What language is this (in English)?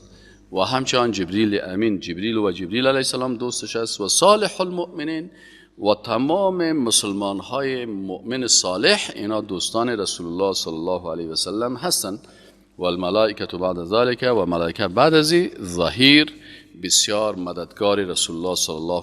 Persian